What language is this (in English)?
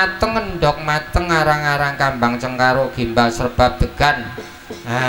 Javanese